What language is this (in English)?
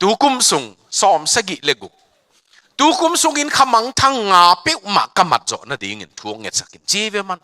Tedim Chin